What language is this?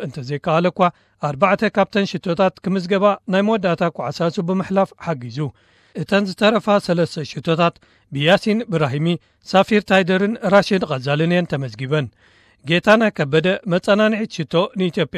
Tigrinya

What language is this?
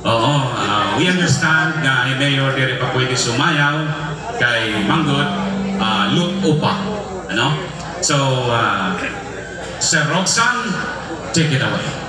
Waray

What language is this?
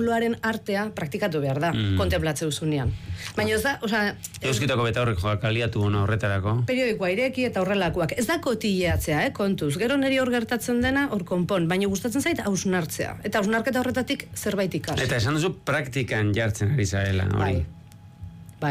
Basque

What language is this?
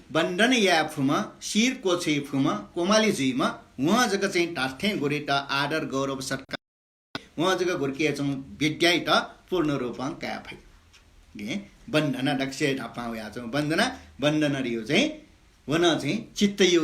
Newari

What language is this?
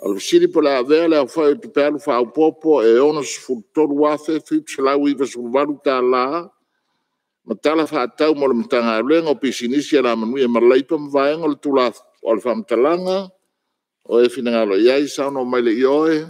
Samoan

